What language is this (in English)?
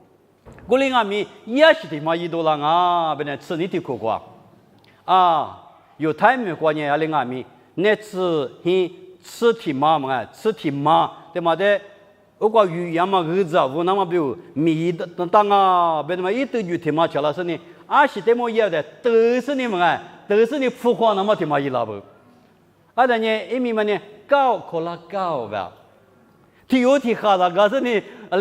Lisu